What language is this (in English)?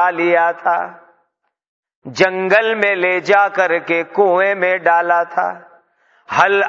Urdu